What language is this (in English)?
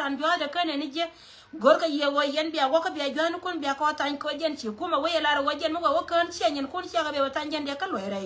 Nuer